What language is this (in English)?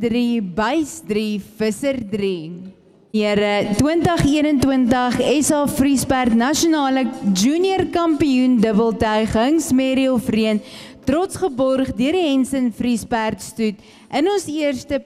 Afrikaans